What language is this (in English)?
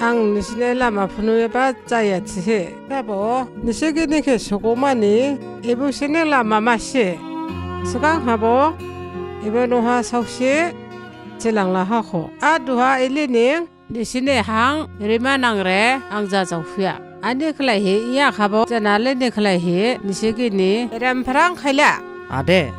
Dimasa